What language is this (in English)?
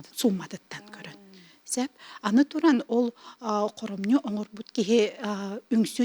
Yakut